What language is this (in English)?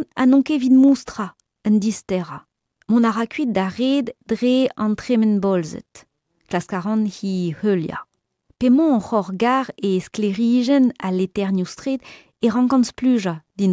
Breton